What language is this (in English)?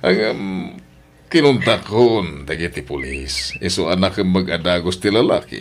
Iloko